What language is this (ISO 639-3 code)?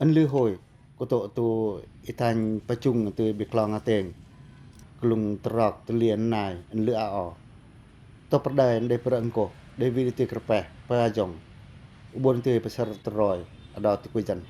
pac